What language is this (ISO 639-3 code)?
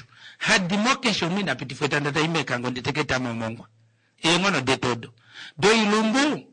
kua